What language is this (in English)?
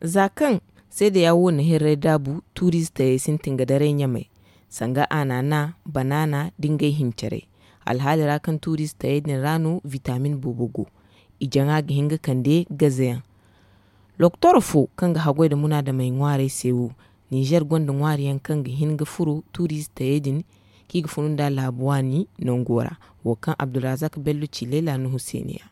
Zarma